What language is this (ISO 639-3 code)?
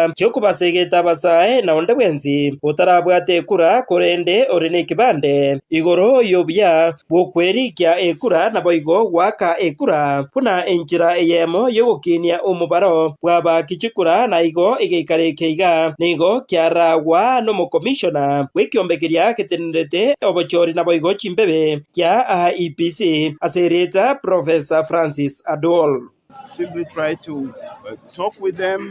guz